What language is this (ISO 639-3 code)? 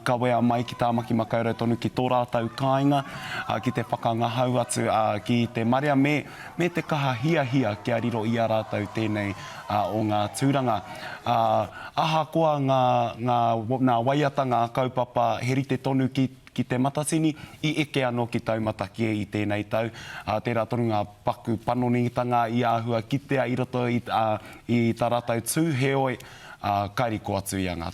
mri